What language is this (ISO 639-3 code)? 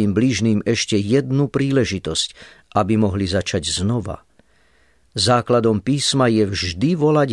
slk